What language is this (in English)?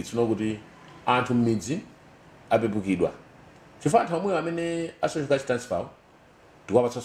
Nyanja